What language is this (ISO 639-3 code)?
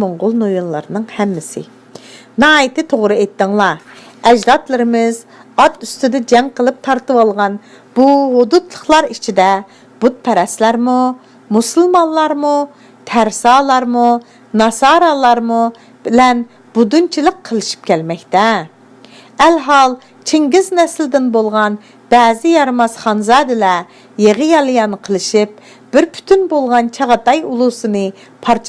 uig